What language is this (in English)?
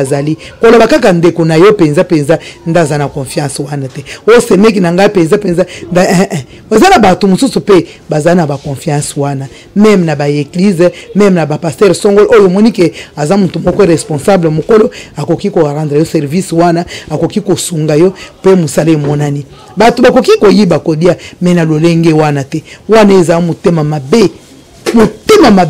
Lingala